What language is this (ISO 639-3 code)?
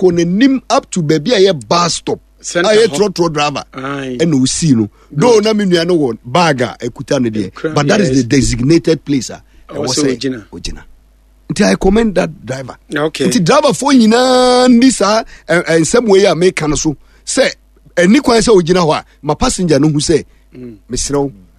aka